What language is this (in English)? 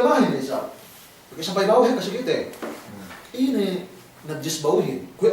Yakan